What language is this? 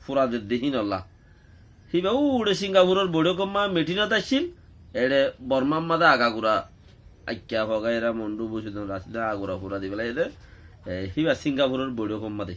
Rohingya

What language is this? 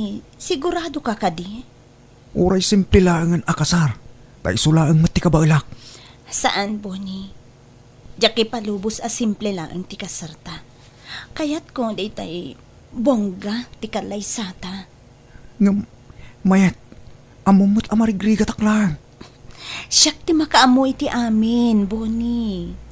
Iloko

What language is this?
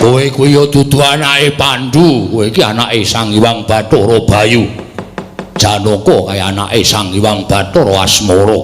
Javanese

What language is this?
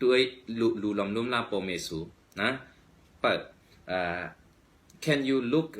Shan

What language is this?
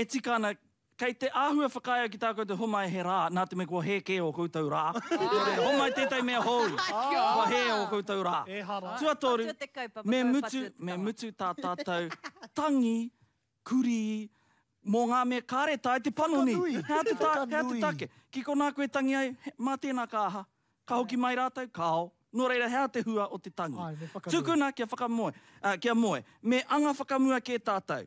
Māori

